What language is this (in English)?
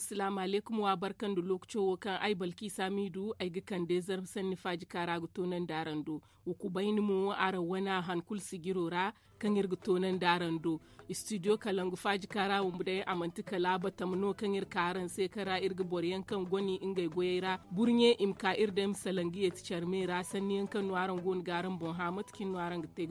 Zarma